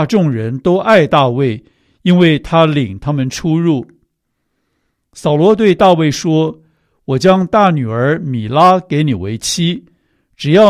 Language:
Chinese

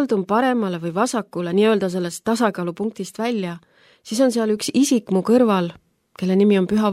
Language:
Estonian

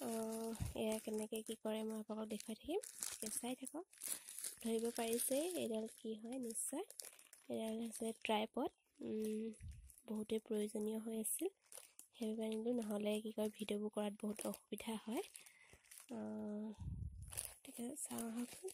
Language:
Assamese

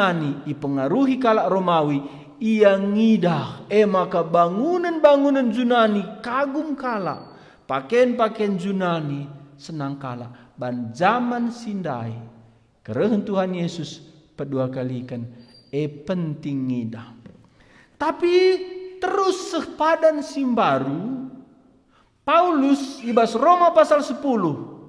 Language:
Batak Karo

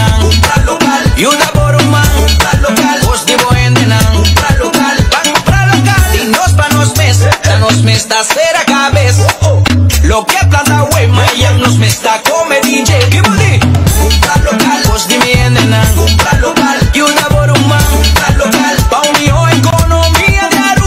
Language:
Papiamento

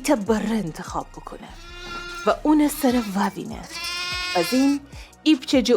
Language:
Gilaki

